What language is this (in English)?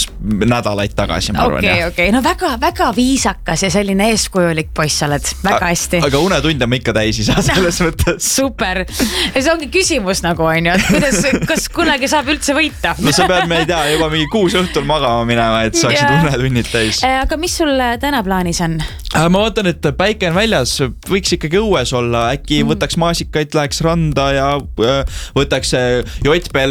Estonian